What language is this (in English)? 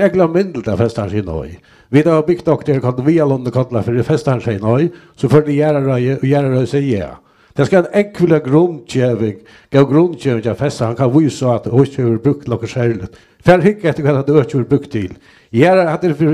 Faroese